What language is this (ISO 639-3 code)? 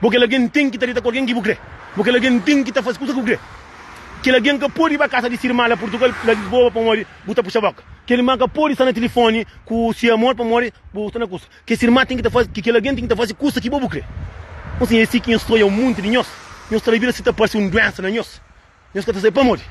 kea